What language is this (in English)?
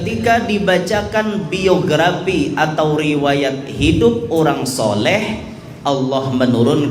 Banjar